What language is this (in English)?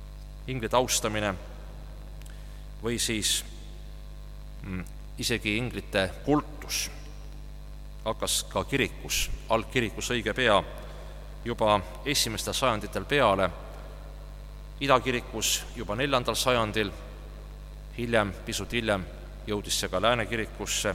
Estonian